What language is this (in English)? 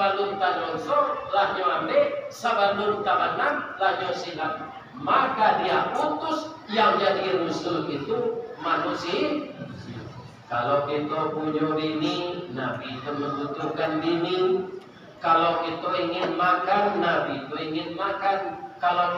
Minangkabau